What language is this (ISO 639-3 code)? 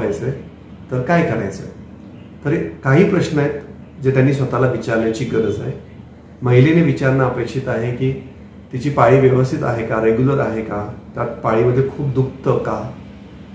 mar